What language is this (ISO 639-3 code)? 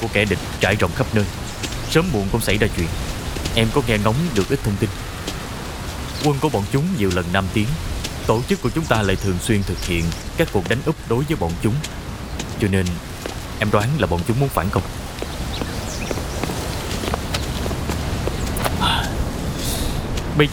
vie